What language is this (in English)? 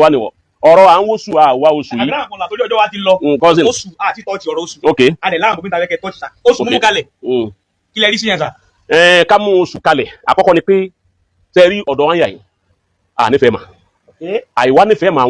Yoruba